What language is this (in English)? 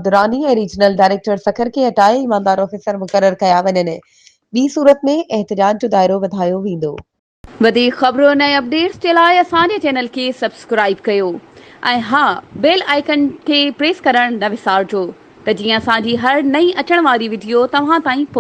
Sindhi